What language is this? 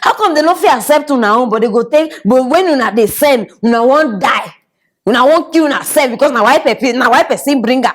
Nigerian Pidgin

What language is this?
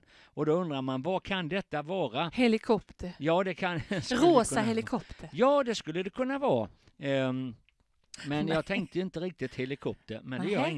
Swedish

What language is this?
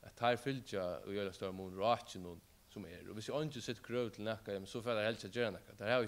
Faroese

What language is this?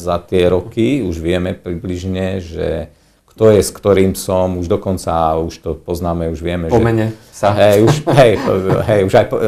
Slovak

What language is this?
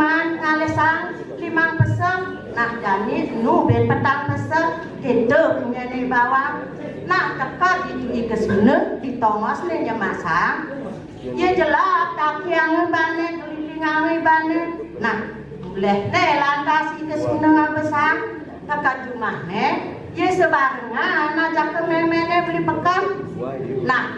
Balinese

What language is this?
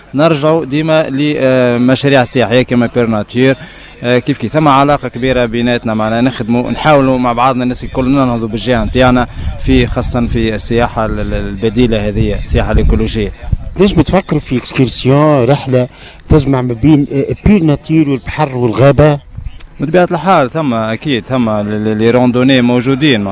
Tunisian Arabic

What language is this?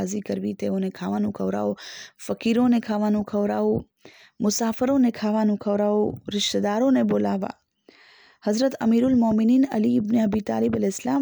Gujarati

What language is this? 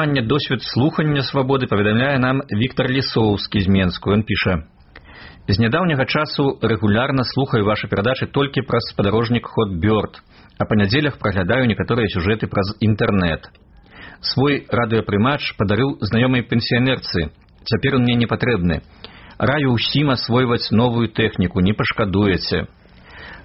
Belarusian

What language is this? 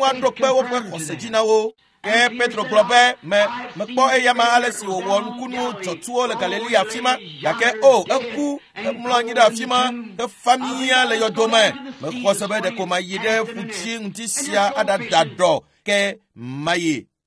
Ewe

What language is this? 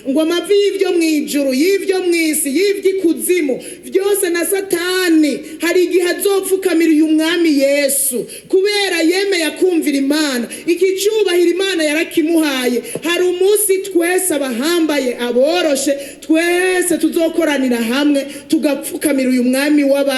Rundi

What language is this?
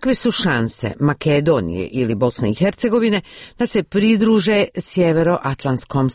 Croatian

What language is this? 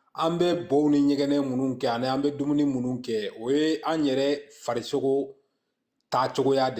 Bambara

